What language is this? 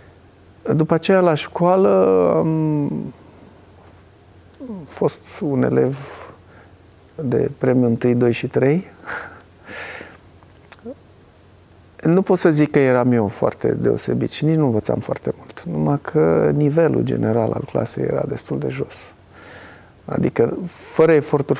Romanian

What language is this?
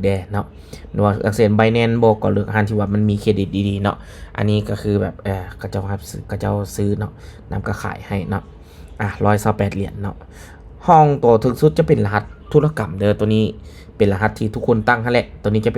Lao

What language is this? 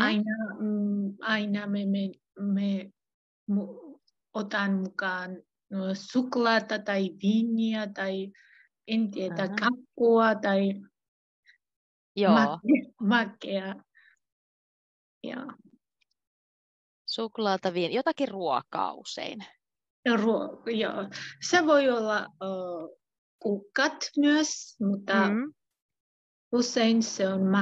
Finnish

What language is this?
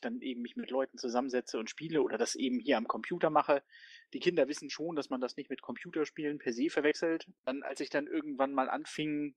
German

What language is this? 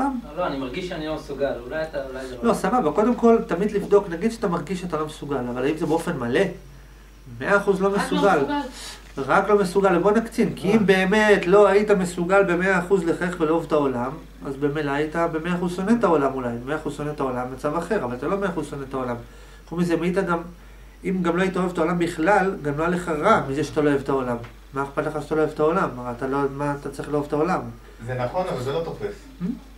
Hebrew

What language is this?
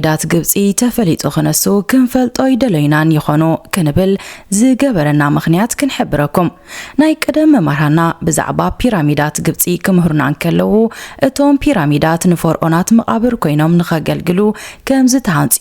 Tigrinya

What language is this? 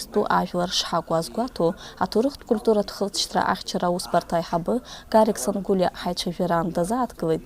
Abkhazian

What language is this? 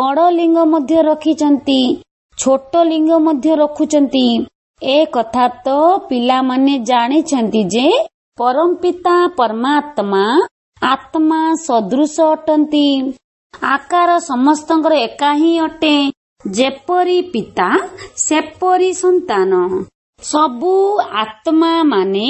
Odia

